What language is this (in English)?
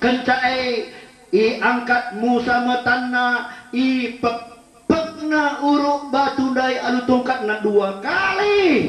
Batak Karo